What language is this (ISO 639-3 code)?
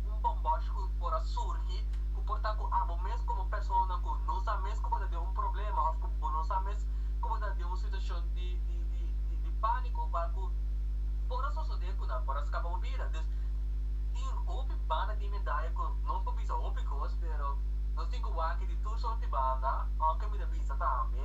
pap